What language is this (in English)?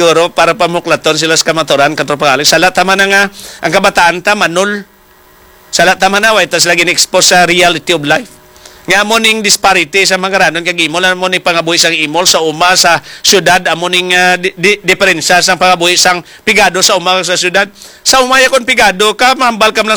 Hiligaynon